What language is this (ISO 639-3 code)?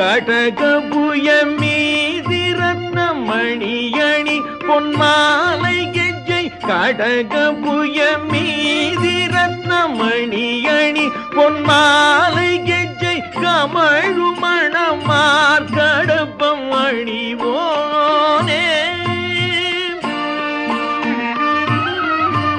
tam